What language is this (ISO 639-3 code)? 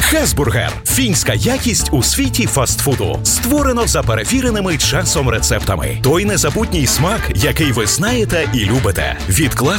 ukr